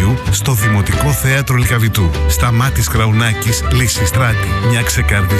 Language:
Greek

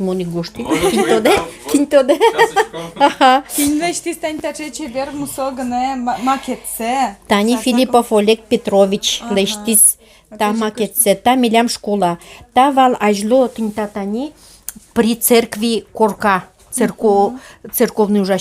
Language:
Udmurt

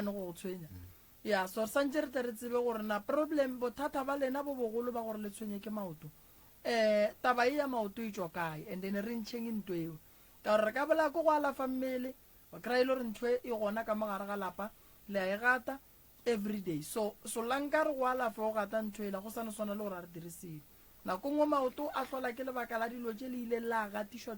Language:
Northern Sotho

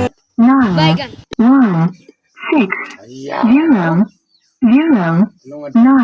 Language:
Garo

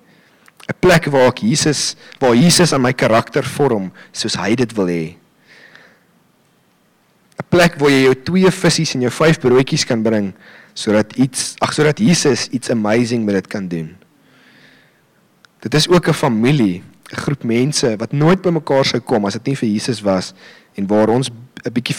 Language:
Afrikaans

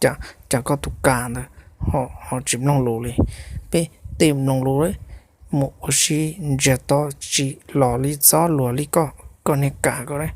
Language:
Hmong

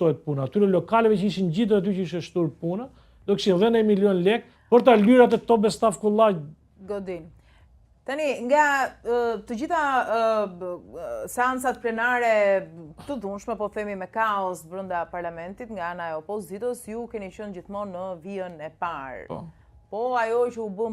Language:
Albanian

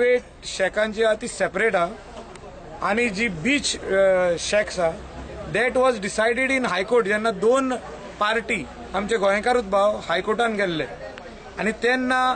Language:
Konkani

